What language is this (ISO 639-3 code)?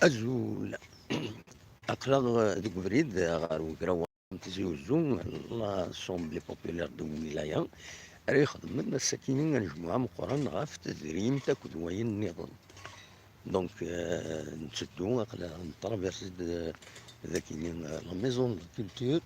kab